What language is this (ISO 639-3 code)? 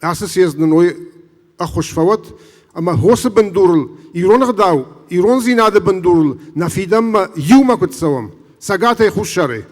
oss